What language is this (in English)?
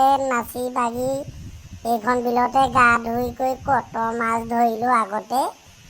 Assamese